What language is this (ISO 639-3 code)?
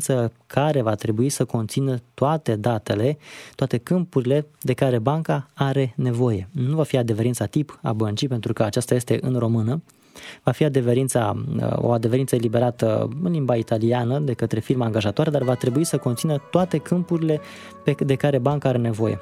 ron